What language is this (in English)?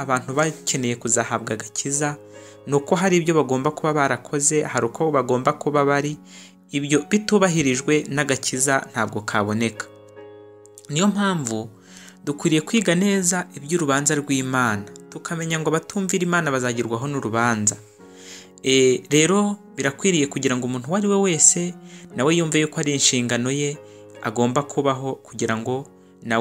Kinyarwanda